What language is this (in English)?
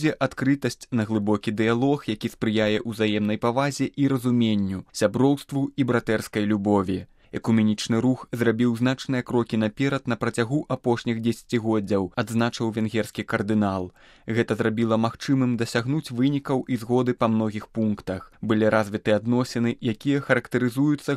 Belarusian